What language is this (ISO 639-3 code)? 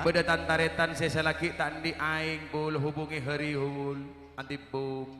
mad